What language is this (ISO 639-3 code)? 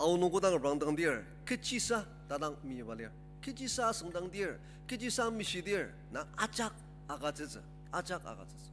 njo